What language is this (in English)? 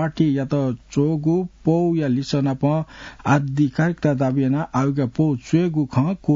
Newari